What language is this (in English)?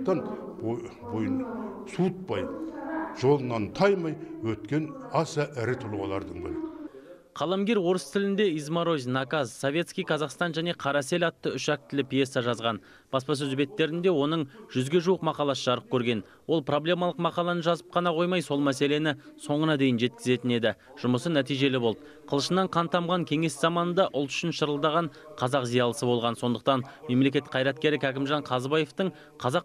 Kazakh